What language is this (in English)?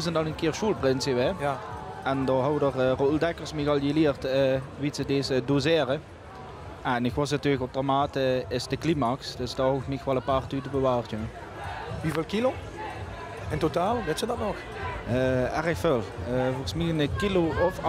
Limburgish